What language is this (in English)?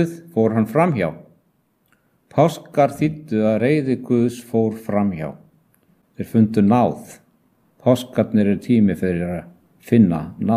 Icelandic